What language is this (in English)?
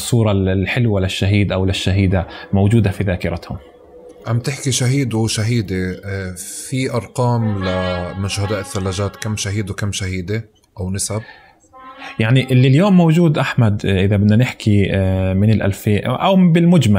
North Levantine Arabic